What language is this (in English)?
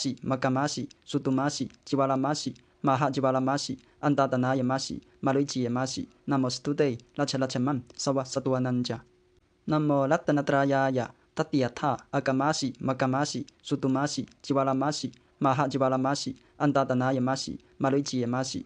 Pali